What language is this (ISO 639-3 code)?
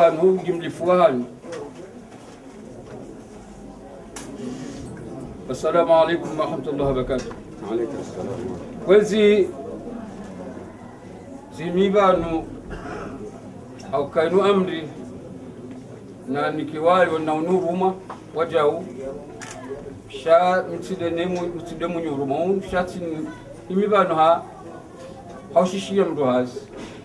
zdj